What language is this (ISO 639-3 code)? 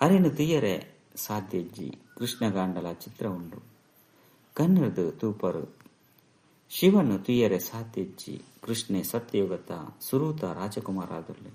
tcy